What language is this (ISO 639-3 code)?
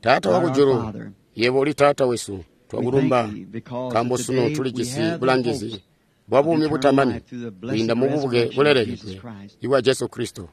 toi